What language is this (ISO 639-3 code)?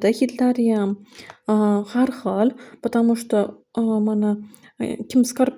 uzb